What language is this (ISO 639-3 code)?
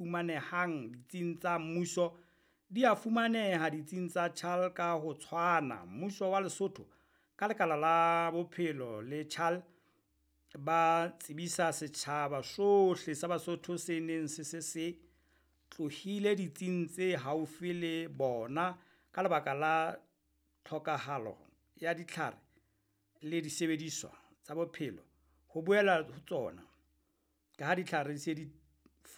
sot